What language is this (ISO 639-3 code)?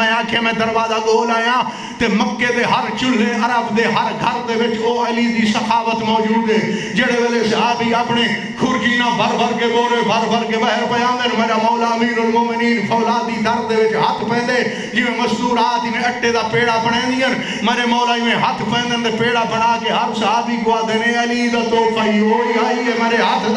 skr